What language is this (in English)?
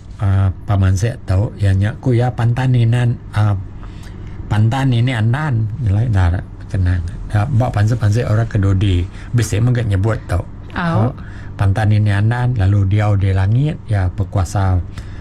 Iban